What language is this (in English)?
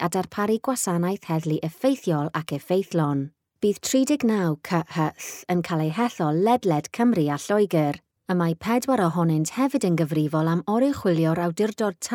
Welsh